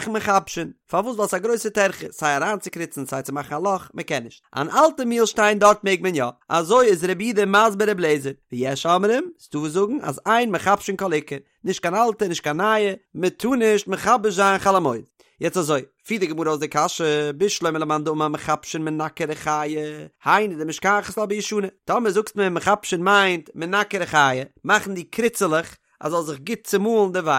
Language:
Yiddish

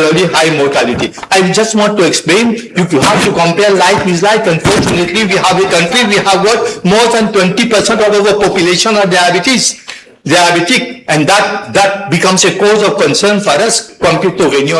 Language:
Morisyen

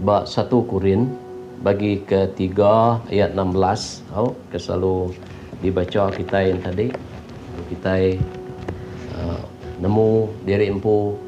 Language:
Iban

